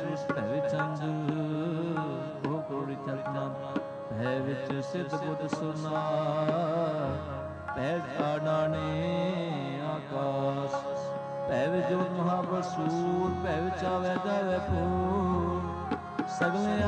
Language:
Punjabi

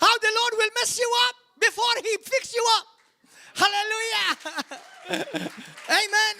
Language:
English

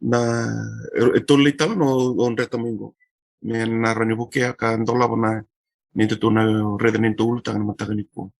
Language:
Fijian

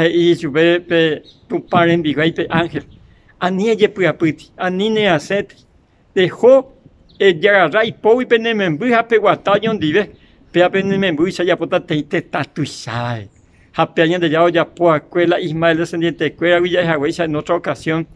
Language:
Guarani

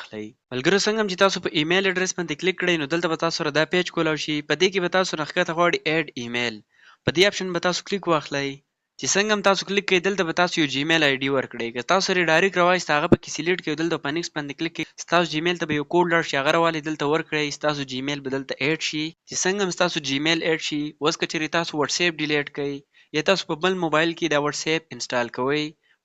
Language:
Pashto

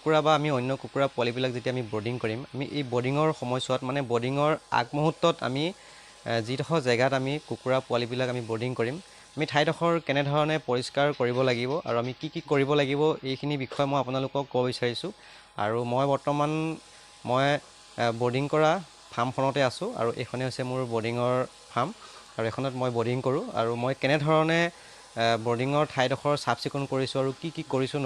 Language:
Assamese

